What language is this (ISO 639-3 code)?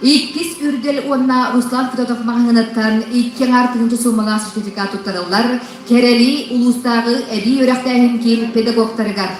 sah